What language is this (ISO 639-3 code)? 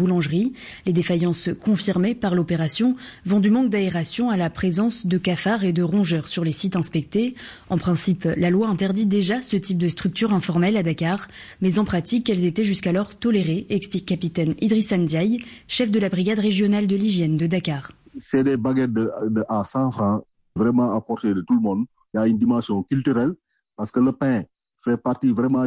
fra